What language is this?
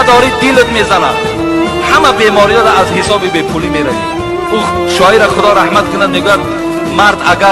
Tajik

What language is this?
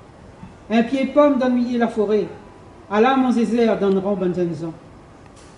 Réunion Creole French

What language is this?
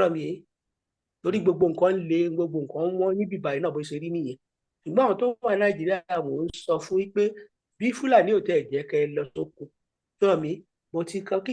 Yoruba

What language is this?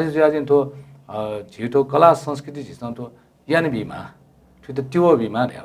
Newari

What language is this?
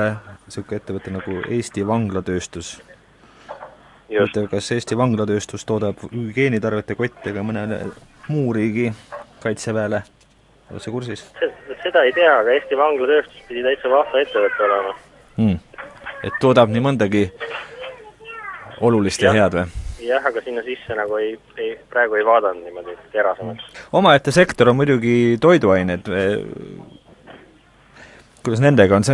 Estonian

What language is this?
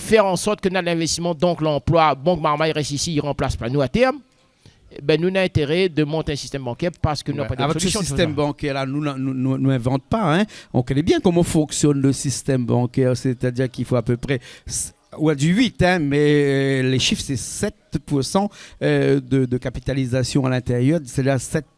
Réunion Creole French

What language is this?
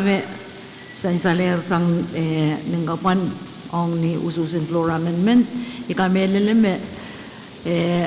Pohnpeian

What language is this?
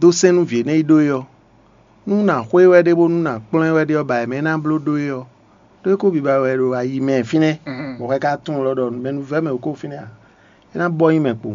Fon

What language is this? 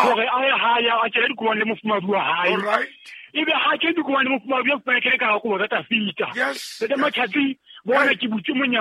Southern Sotho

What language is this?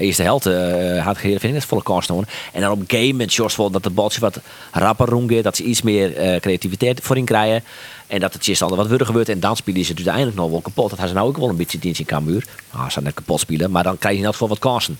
Western Frisian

